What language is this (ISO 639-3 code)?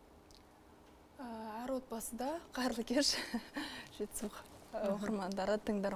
kaz